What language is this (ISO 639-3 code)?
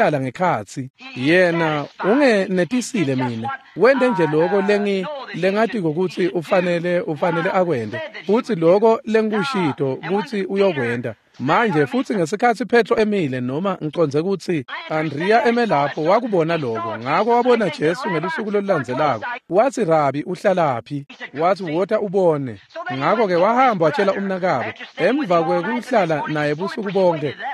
ssw